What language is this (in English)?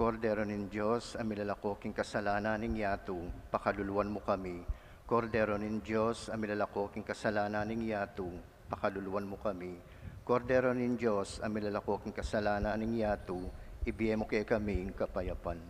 Pampanga